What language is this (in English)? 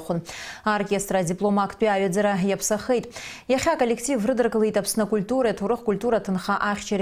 Abkhazian